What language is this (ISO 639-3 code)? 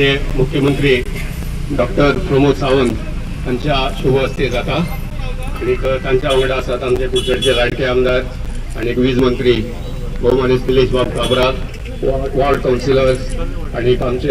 kok